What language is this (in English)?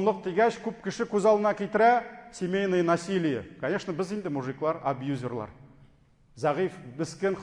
Tatar